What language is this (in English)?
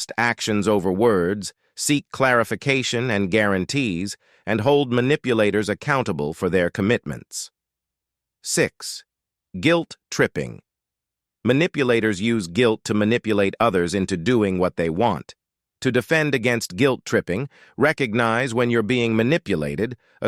English